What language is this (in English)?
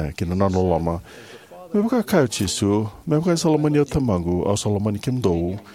Fijian